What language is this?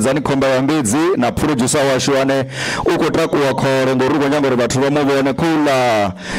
Venda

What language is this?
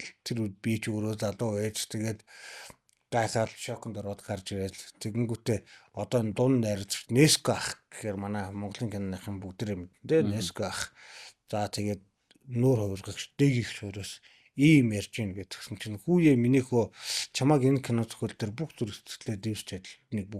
Mongolian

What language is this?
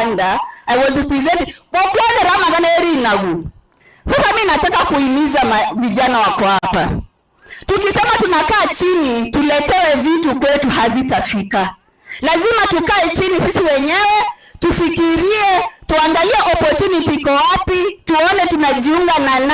Gusii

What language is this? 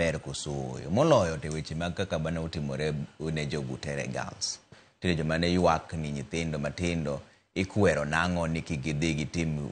Luo (Kenya and Tanzania)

